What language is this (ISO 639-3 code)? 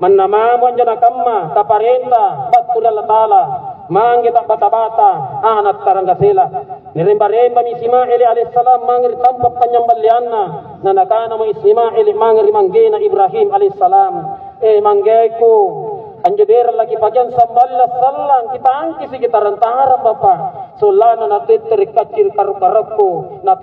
mak